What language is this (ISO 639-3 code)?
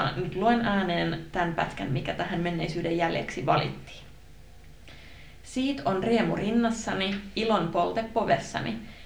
fin